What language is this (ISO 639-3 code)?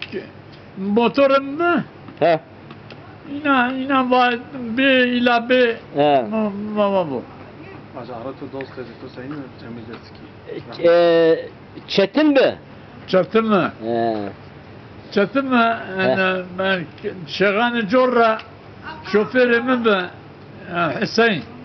zza